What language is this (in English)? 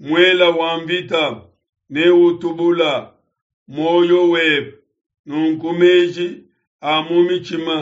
Luba-Lulua